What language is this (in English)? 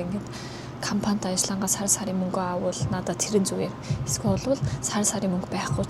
Mongolian